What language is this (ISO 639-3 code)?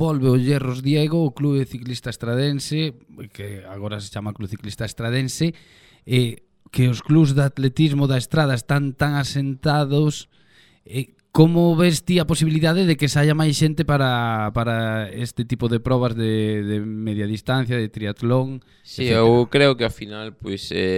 glg